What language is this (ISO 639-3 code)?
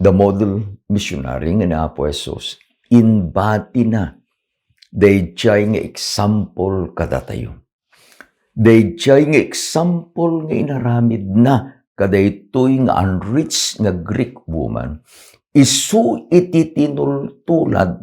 ilo